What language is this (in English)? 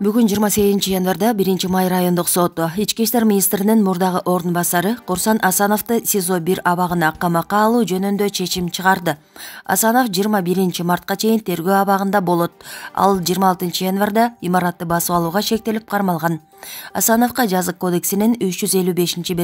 Kyrgyz